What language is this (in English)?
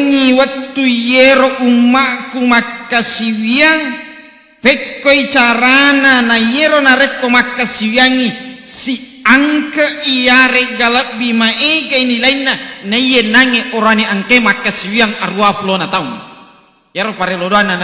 Buginese